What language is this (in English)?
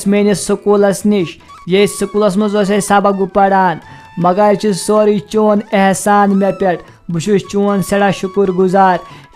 Kashmiri